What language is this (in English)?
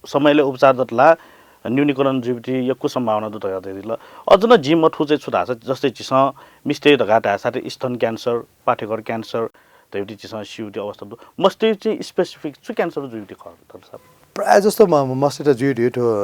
Newari